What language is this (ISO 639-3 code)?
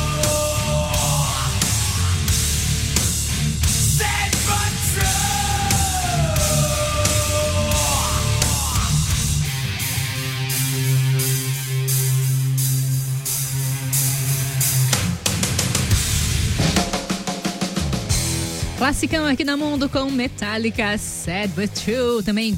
por